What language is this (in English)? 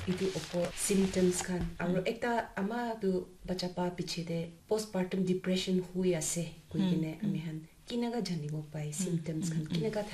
Naga Pidgin